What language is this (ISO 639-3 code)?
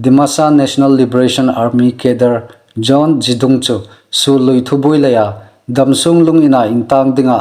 hmr